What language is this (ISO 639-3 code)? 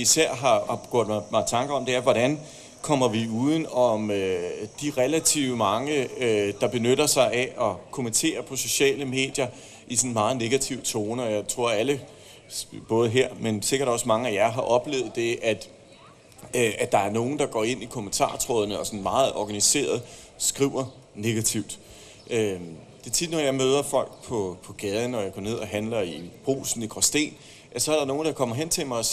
dan